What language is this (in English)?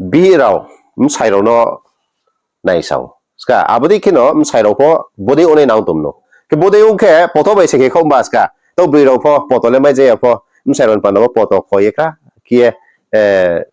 Riang (India)